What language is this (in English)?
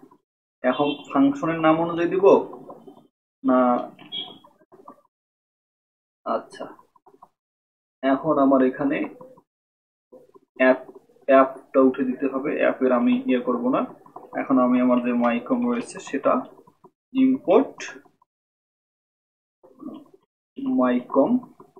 Bangla